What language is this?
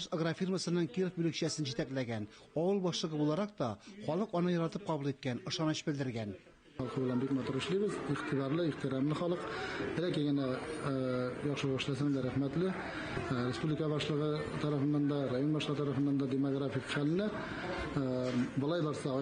Tatar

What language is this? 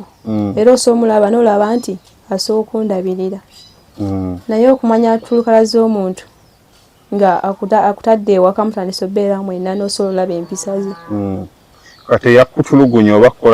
Ganda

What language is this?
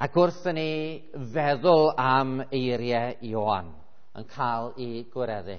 Welsh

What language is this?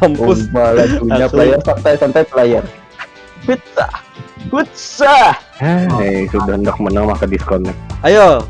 Banjar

